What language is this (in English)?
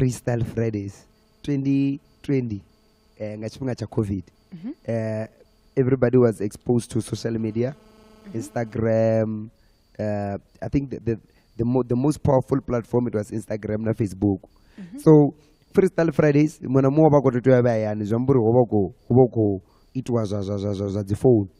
Venda